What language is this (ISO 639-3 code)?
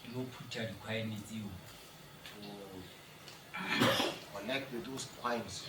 sot